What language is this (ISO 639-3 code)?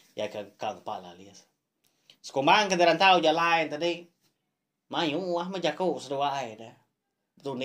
iba